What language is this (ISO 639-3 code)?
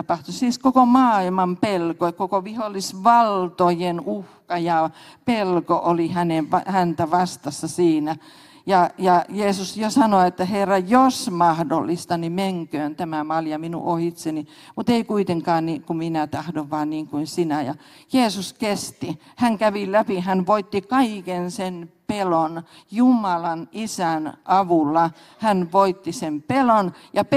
fin